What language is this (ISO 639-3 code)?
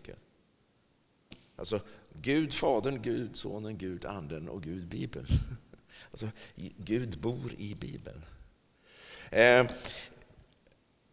swe